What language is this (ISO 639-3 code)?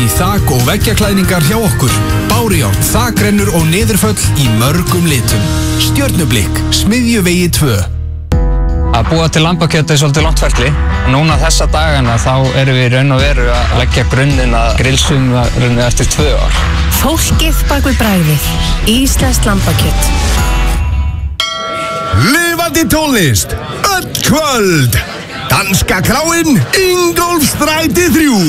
isl